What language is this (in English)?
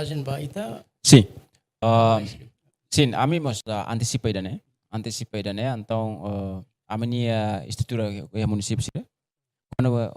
Tetum